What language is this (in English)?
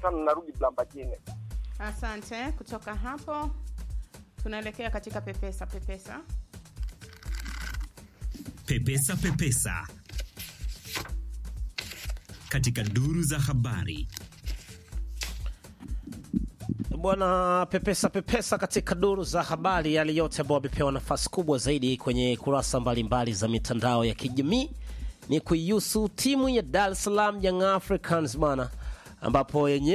Swahili